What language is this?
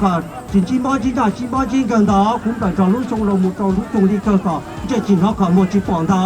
Hmong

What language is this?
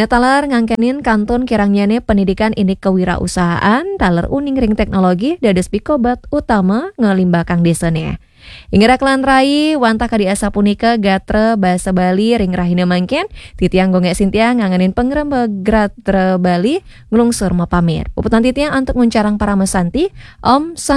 Balinese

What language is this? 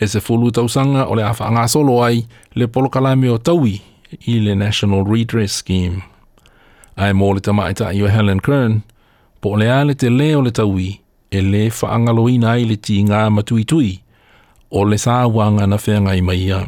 Samoan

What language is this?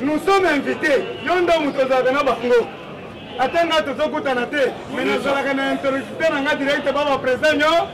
Lingala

